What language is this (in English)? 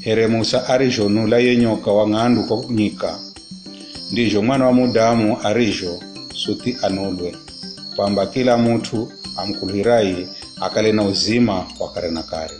Giryama